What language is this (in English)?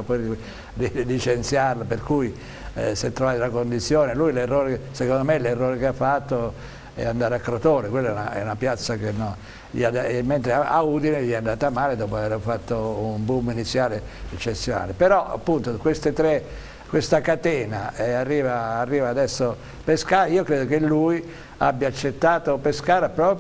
Italian